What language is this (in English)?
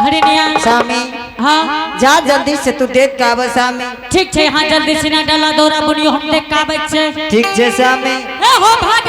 Angika